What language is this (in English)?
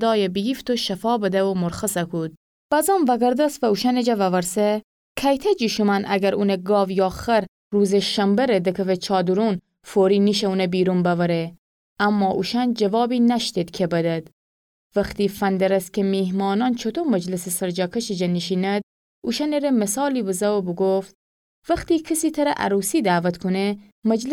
Gilaki